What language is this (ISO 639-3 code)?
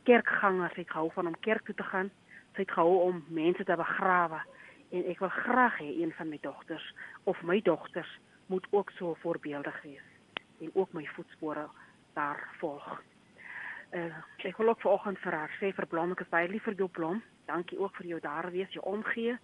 afr